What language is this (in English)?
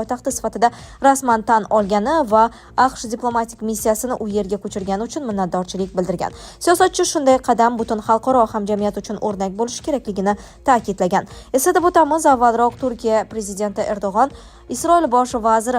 Uzbek